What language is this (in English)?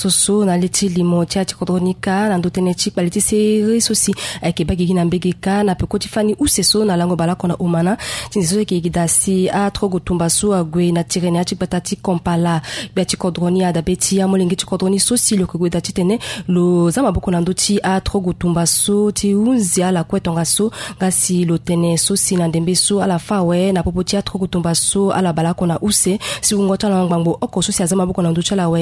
Sango